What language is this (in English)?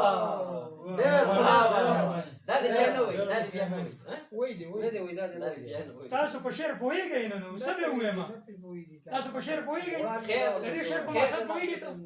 Pashto